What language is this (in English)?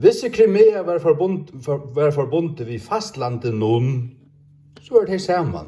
Faroese